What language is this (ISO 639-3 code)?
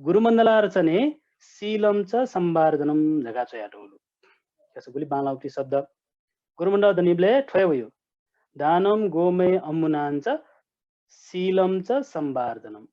new